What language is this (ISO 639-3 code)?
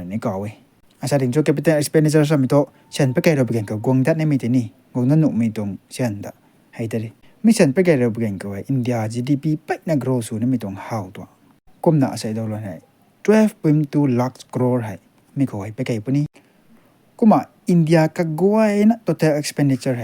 nbu